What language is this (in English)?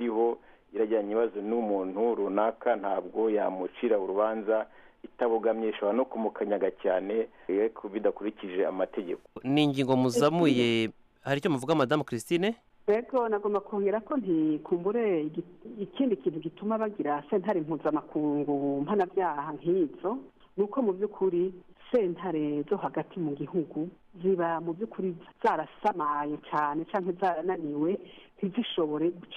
Kinyarwanda